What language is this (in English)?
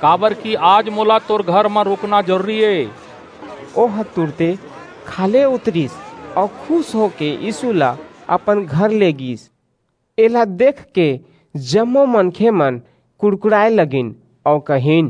Chhattisgarhi